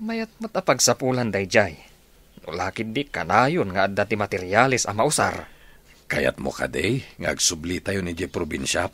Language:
Iloko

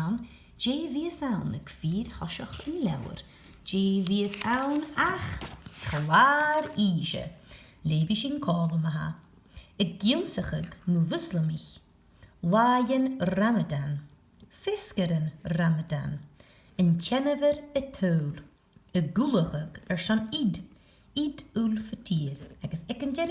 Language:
Scottish Gaelic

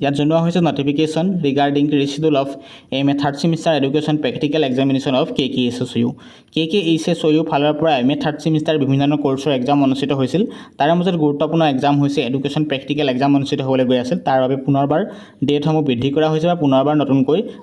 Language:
Assamese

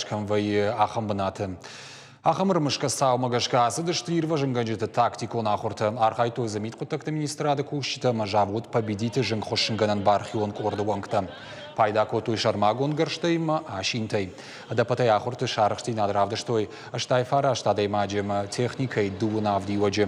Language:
Ossetic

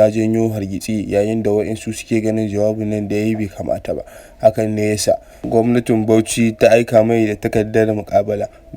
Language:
Hausa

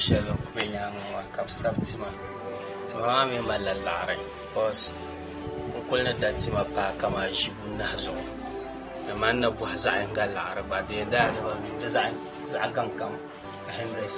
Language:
Dagbani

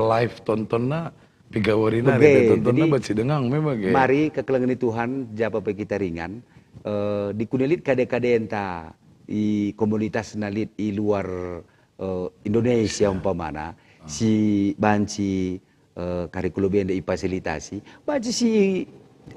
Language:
Batak Karo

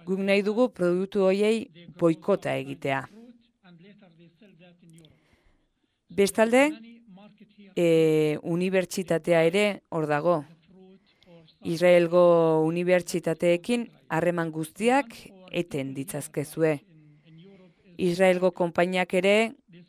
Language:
Basque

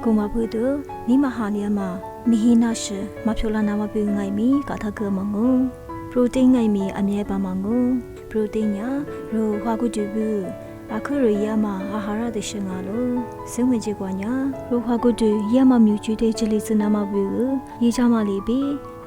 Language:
Lisu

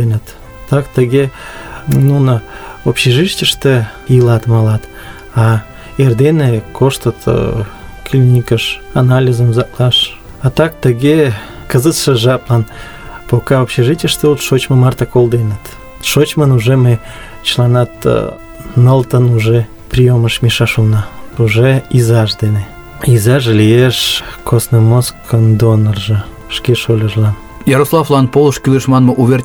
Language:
Mari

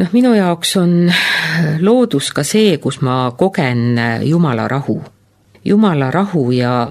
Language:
Estonian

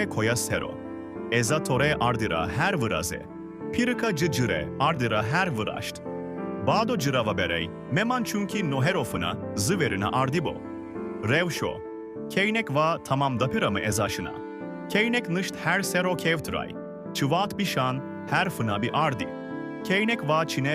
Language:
Zaza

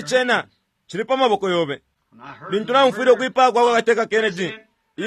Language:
Bemba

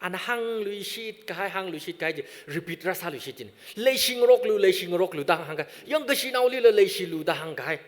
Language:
Tangkhul Naga (India)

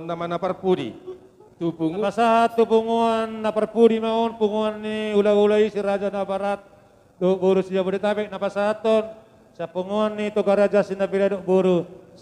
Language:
Batak Toba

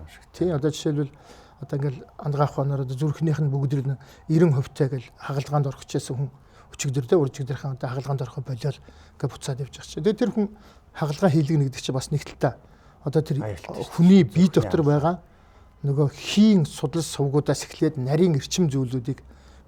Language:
Mongolian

